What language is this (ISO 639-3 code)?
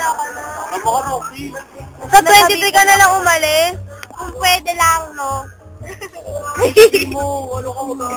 fil